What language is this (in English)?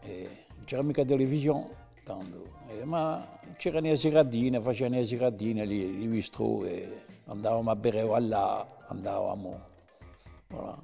Corsican